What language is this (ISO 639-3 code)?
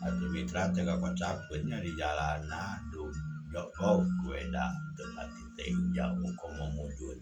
sun